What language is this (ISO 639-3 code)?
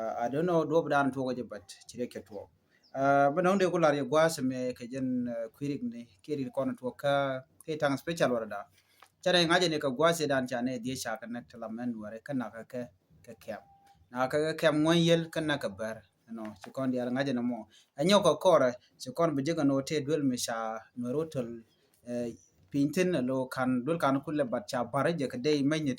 nus